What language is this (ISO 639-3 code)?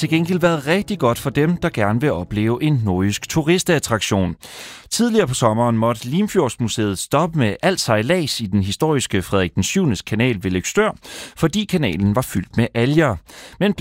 dan